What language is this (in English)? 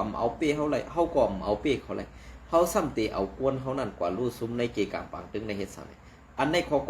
Shan